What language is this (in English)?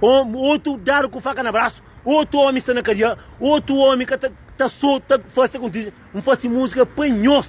Kabuverdianu